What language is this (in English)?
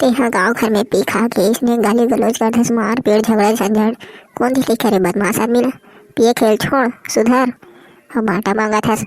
Chhattisgarhi